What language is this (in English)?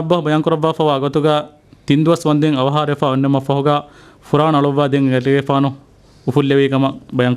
Divehi